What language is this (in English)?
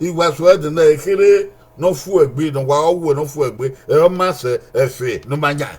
Bini